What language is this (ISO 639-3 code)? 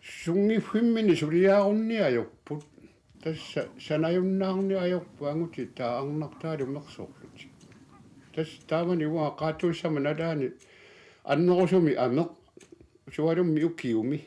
kal